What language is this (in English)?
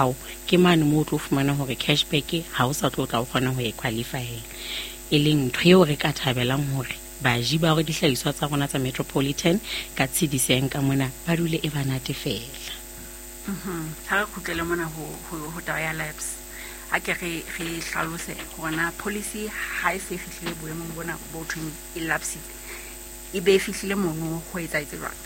Southern Sotho